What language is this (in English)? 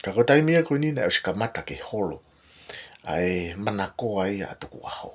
Tongan